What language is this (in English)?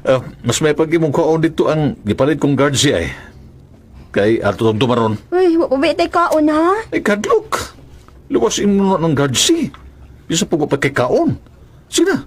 Cebuano